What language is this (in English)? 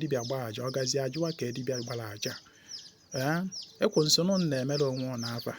Igbo